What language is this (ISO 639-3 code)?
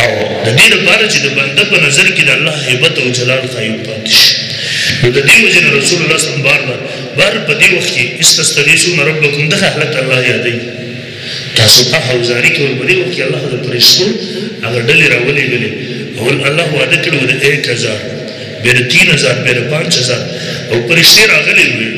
pus